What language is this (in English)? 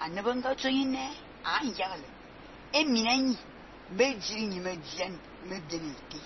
Fang